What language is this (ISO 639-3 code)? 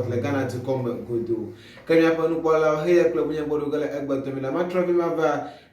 ewe